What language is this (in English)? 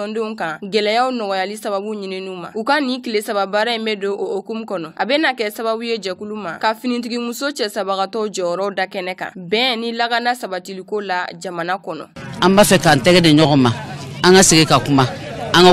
Bambara